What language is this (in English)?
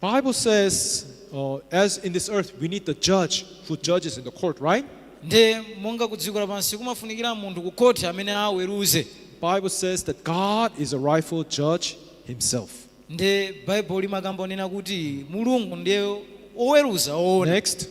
Nyanja